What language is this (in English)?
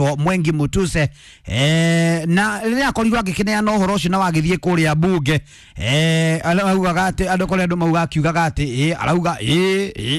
Kikuyu